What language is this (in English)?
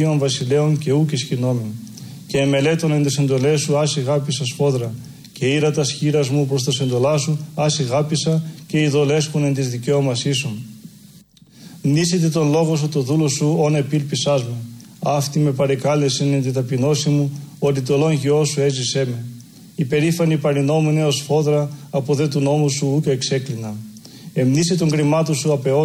Greek